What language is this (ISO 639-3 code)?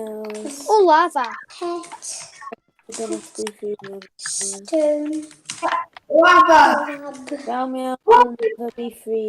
cym